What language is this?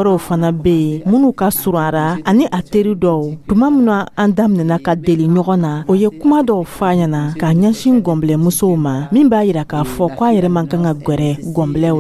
Dyula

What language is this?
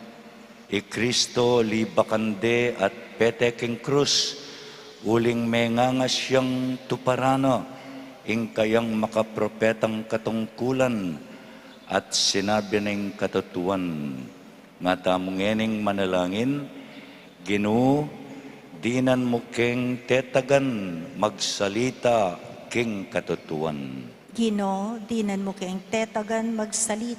Pampanga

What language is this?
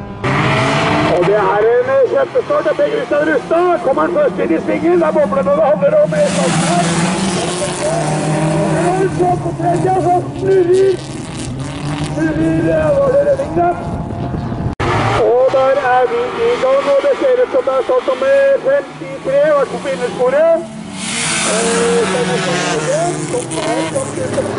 Norwegian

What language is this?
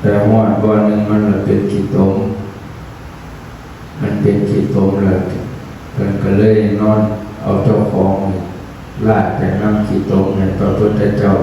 Lao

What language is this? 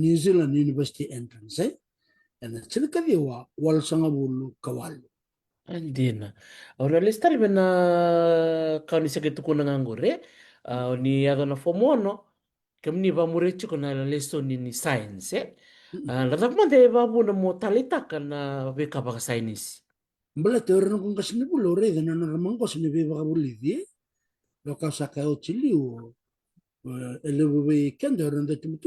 Fijian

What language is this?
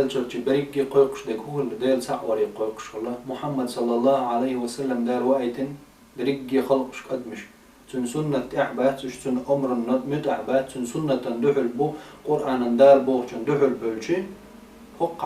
Chechen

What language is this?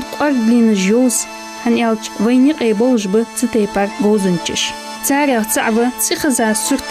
Ingush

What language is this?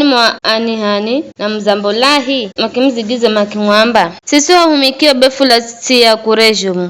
Giryama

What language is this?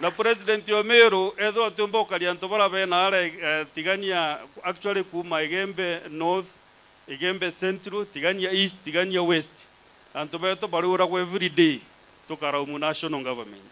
Meru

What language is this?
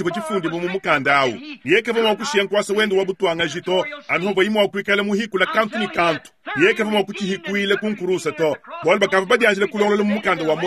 Luba-Lulua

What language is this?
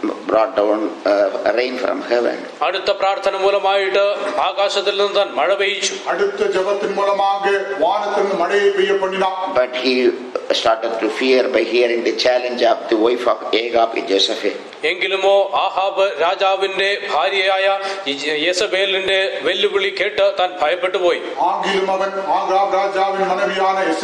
Malayalam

